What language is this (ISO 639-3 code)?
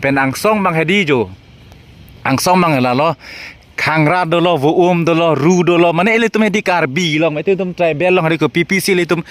mjw